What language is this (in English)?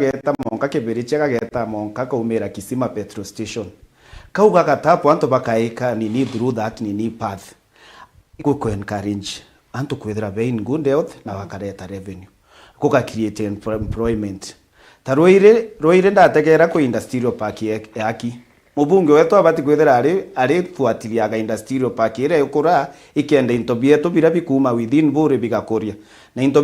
Meru